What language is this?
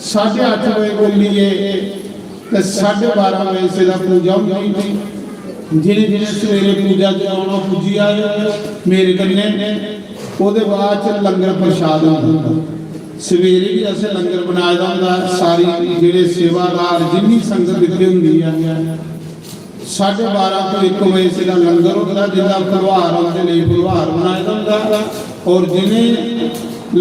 Dogri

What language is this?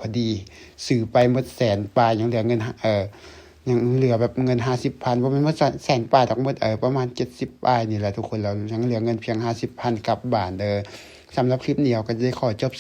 Lao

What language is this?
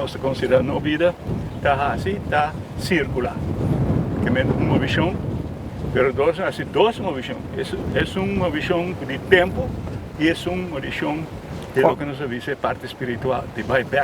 Papiamento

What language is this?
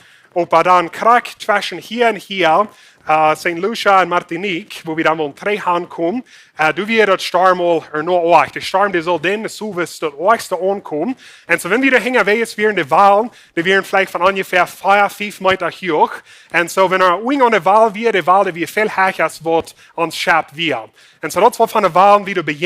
Plautdietsch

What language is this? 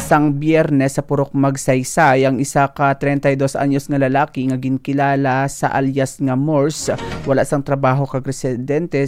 Hiligaynon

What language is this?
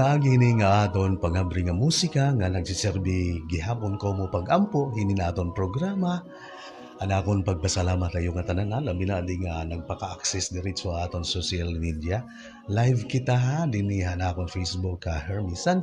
Waray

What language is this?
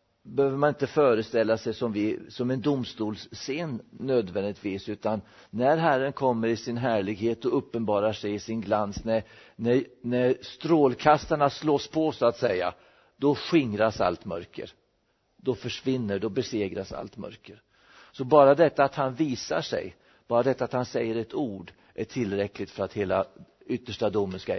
Swedish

